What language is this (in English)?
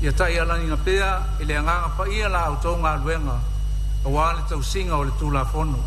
Samoan